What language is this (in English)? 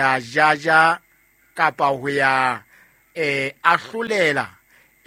Southern Sotho